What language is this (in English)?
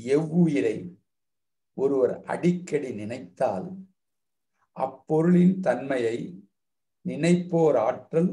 Tamil